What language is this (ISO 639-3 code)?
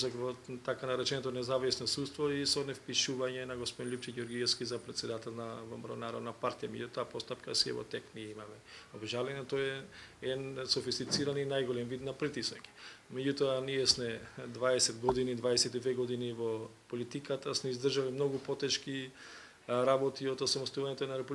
mkd